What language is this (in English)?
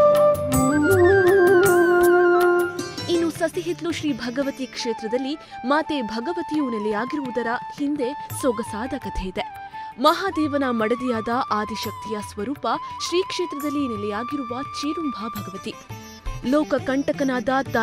Kannada